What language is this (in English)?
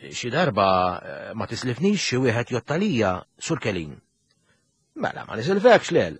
Maltese